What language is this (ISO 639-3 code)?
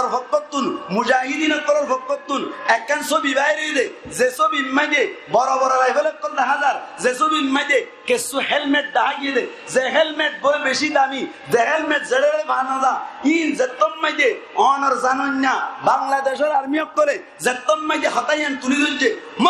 rhg